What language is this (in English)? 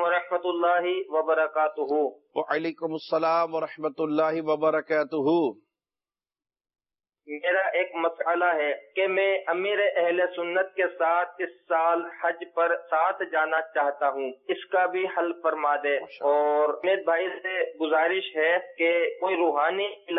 Urdu